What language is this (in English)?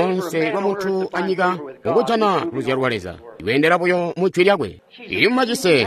Tonga (Zambia)